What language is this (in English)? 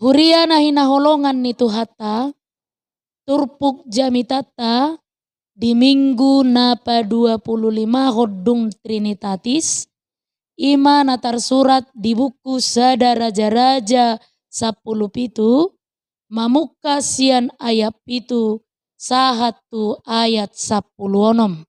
Batak Toba